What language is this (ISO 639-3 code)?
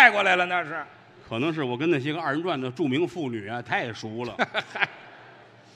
zho